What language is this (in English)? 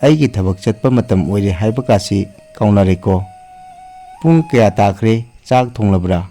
Manipuri